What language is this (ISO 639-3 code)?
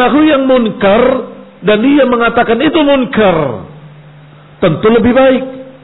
ind